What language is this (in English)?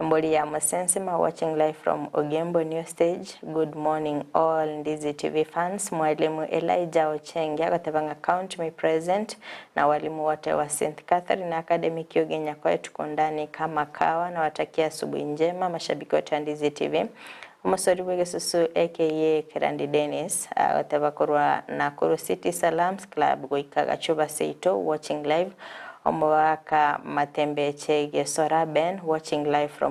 Gusii